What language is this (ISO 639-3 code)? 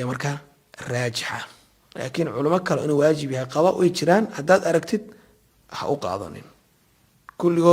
som